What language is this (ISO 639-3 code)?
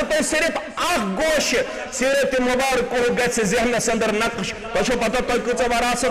kas